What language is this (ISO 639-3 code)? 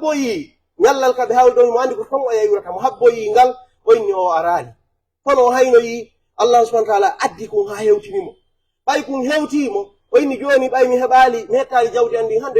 fuf